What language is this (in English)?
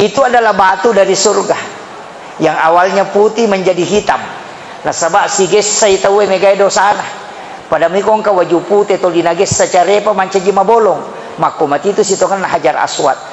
Buginese